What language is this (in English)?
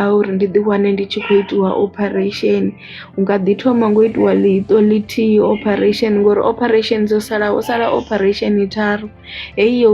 Venda